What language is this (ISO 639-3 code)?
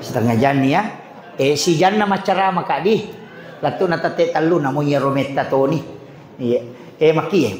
bug